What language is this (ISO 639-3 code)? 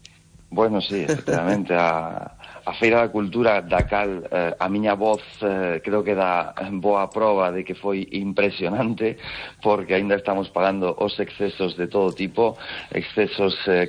glg